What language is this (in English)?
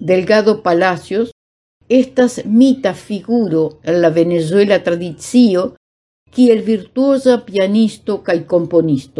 Esperanto